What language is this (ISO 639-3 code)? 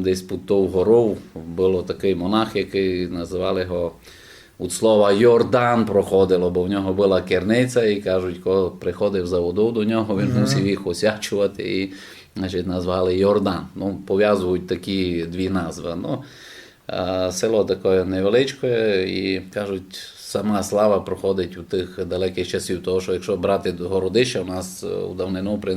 rue